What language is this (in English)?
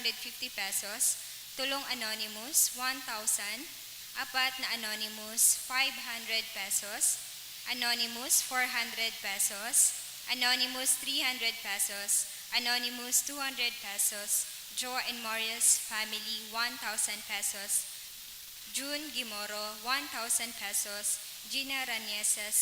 Bikol